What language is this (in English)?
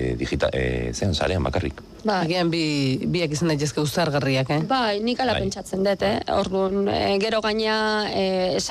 Basque